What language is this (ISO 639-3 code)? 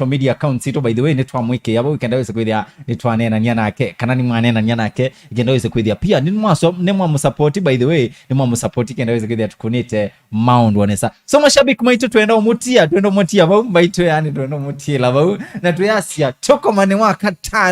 kam